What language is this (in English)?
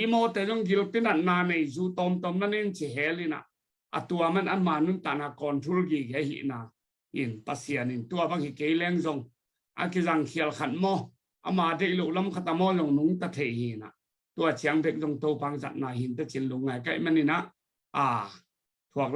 Tedim Chin